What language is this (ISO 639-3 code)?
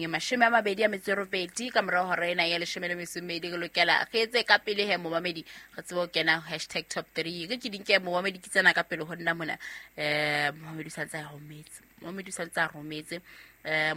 sot